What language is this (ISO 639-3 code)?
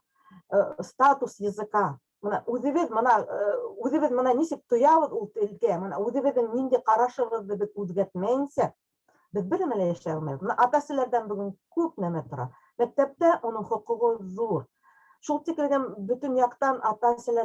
bak